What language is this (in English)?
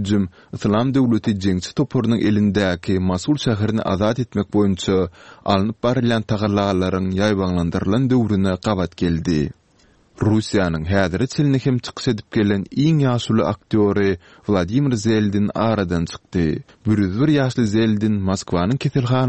Turkmen